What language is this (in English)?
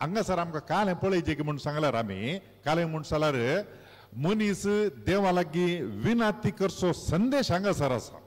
Konkani